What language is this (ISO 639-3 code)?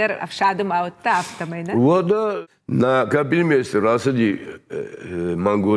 oss